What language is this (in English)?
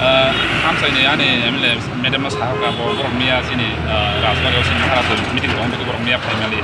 Riang (India)